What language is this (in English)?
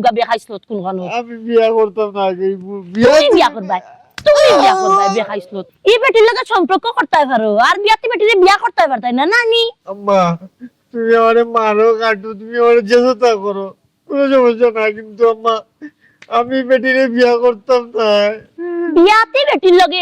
Sylheti